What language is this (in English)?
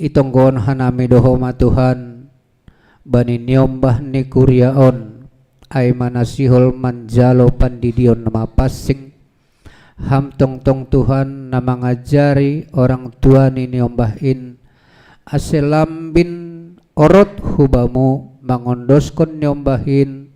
Batak Simalungun